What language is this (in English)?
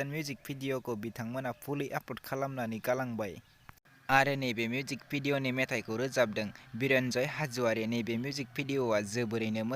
Bodo